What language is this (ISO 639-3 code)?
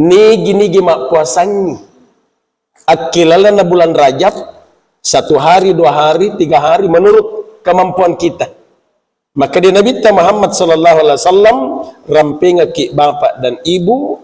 bug